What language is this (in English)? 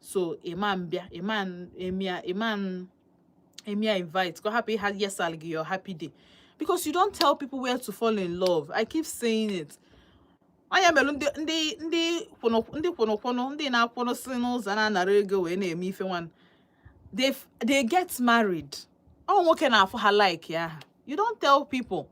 Igbo